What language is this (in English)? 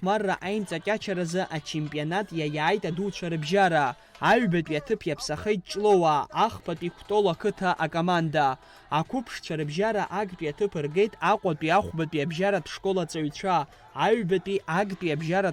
Abkhazian